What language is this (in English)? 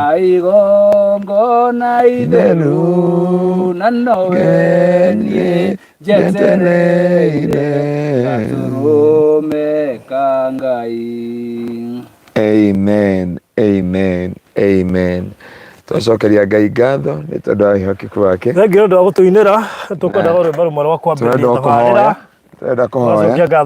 Kikuyu